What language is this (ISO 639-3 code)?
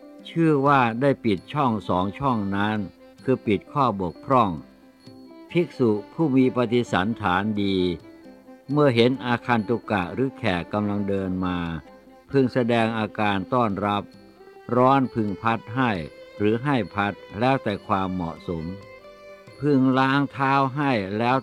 tha